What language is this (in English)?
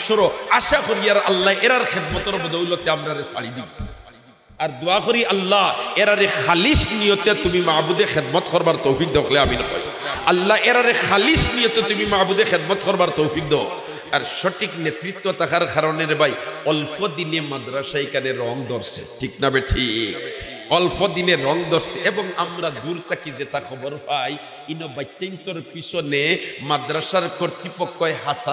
Sylheti